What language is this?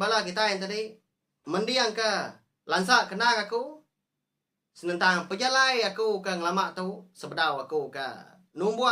Iban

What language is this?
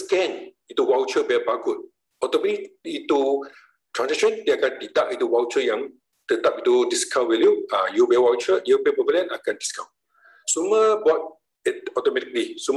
Malay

